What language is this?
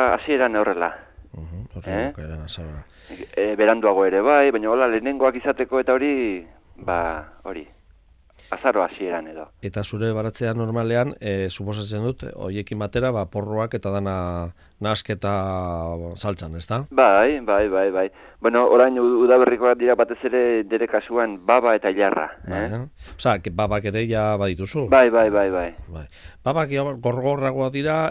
Basque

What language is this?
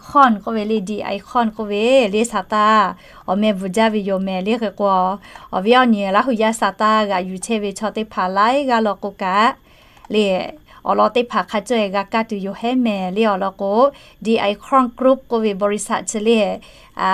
Lahu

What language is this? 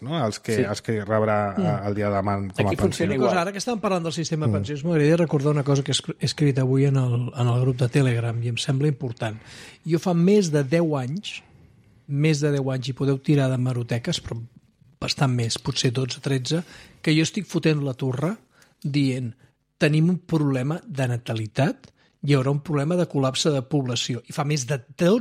Catalan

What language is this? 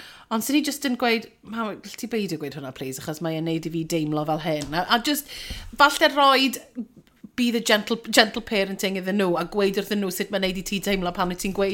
Welsh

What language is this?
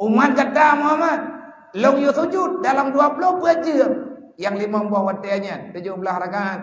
Achinese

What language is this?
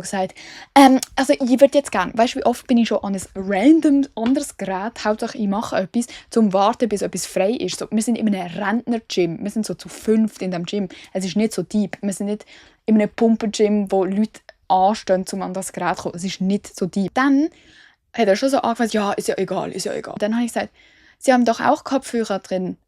Swiss German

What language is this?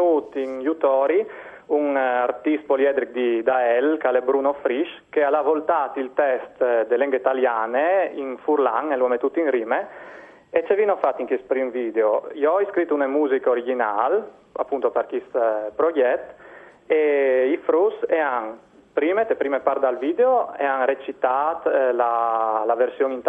Friulian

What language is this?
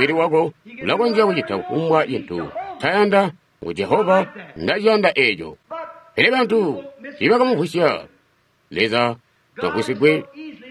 Tonga (Zambia)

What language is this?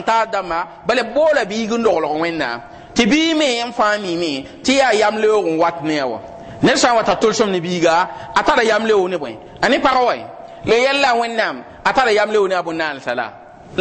Mossi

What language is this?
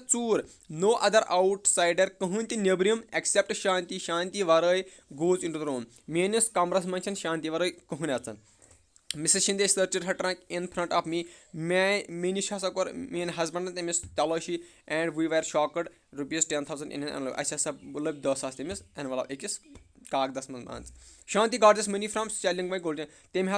Kashmiri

